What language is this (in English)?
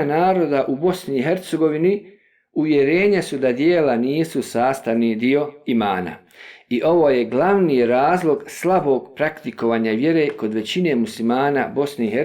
Bosnian